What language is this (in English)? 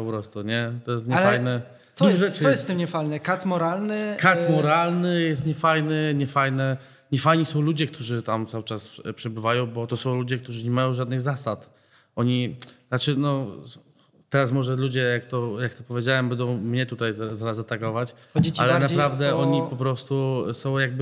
Polish